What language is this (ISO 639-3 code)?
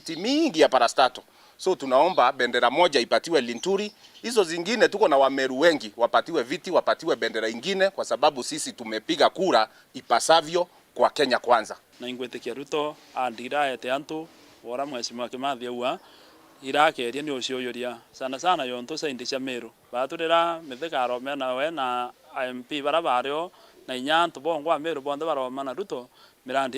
mer